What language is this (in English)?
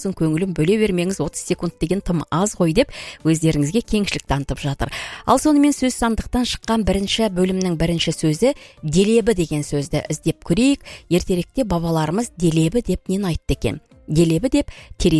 Kazakh